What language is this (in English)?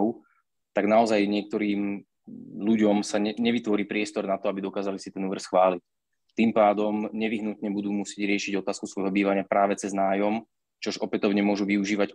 Slovak